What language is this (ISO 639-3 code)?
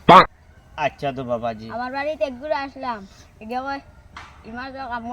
syl